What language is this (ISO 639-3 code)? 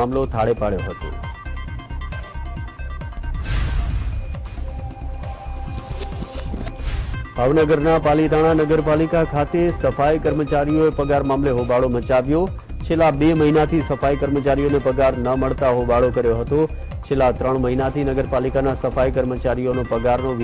guj